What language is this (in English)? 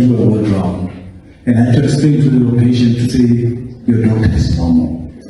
Venda